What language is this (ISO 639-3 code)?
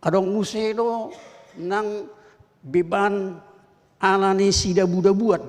bbc